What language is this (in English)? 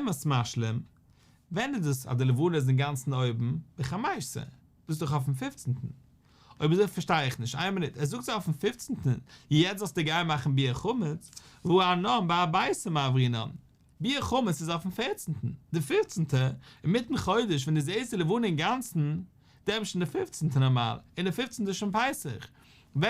Yiddish